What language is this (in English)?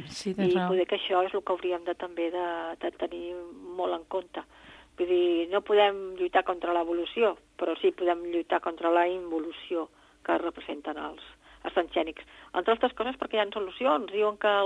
Catalan